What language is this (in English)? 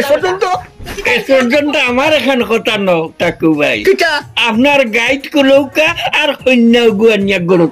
Sylheti